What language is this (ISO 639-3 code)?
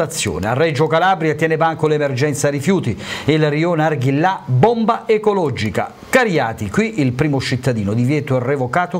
ita